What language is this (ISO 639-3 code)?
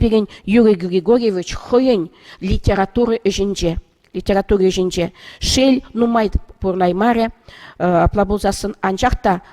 chv